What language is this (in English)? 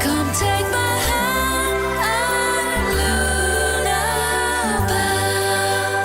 Tswana